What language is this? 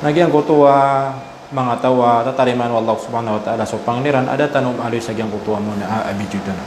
Maranao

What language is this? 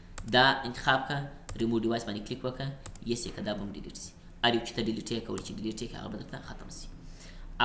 Pashto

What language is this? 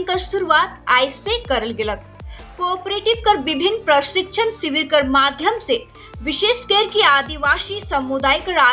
Sadri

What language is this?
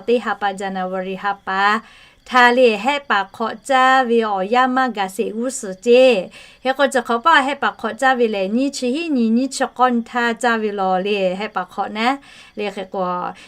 Lahu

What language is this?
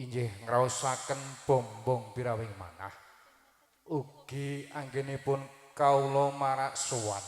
Javanese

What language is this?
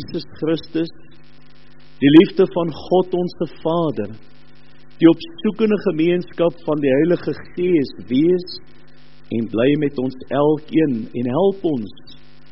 Afrikaans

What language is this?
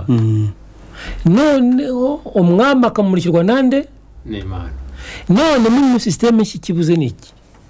Kinyarwanda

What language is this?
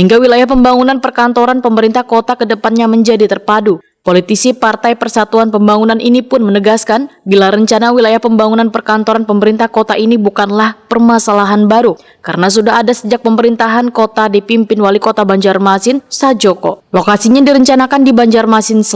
Banjar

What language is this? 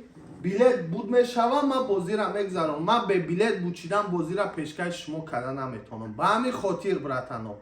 Tajik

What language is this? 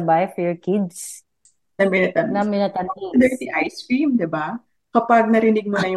Filipino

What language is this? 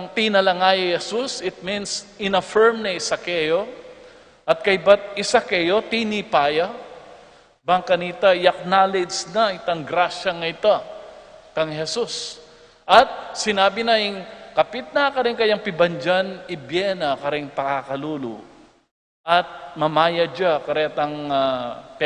Pampanga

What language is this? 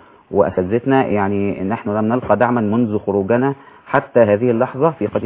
Arabic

